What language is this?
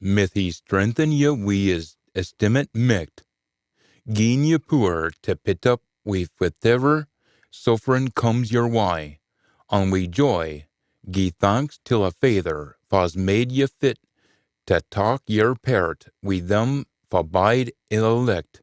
Scots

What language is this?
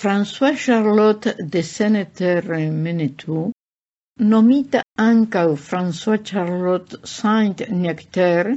Esperanto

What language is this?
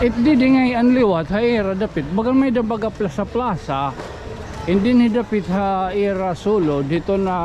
Waray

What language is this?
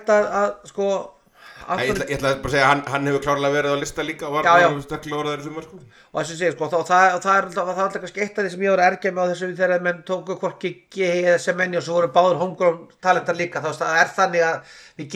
Icelandic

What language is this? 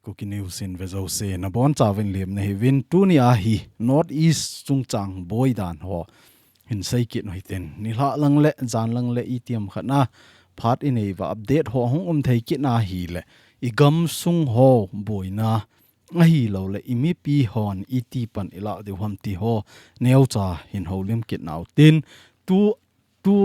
Thado Chin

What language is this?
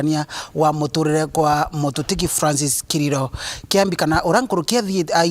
Meru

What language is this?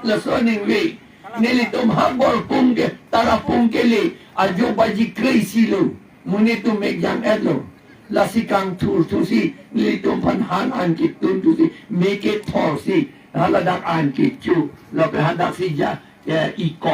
Karbi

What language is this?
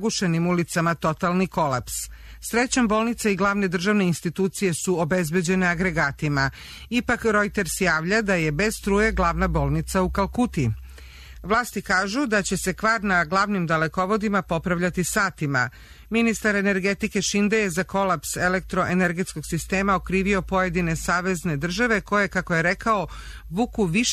Serbian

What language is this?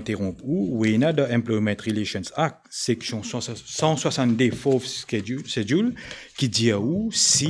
Morisyen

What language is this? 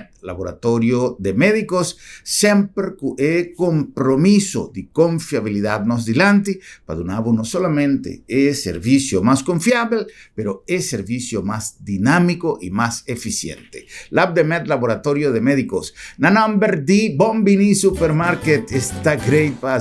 Papiamento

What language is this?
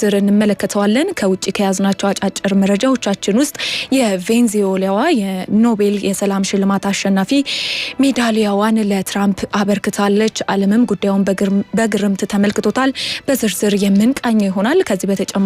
Amharic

